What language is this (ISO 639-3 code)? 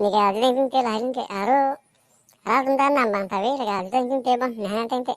mjw